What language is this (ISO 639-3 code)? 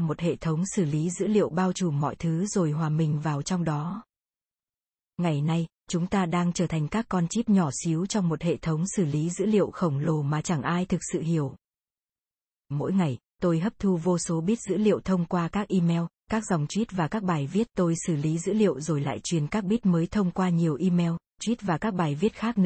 vie